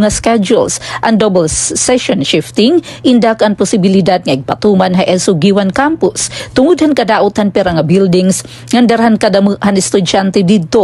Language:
Waray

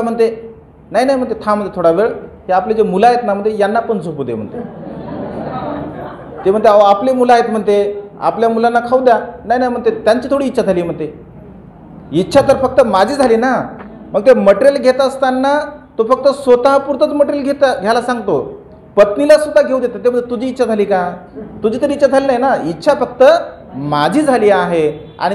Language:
Marathi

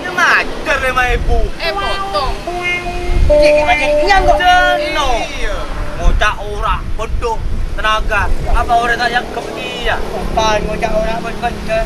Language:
Madurese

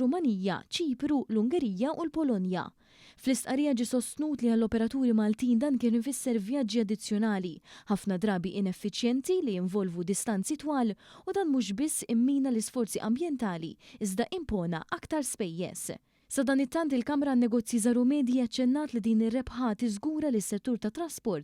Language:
Maltese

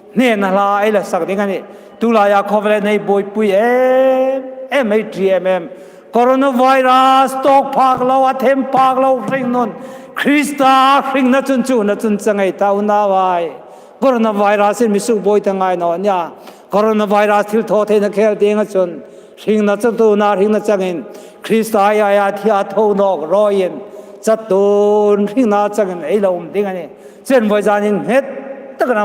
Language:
Hmar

